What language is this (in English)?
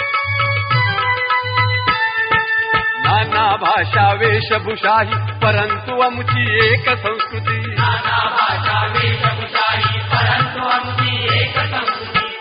Marathi